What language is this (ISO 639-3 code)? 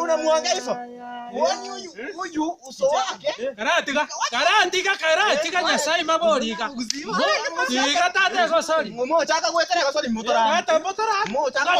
guz